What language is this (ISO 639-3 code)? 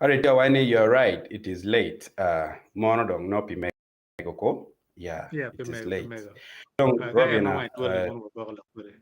ach